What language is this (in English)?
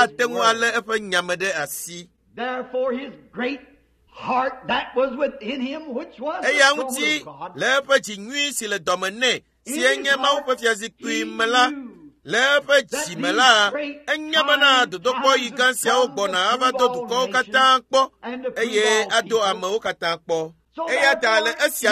Ewe